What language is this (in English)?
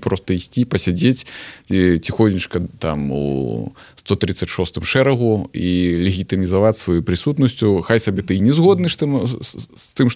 Belarusian